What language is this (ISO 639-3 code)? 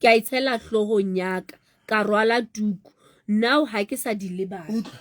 sot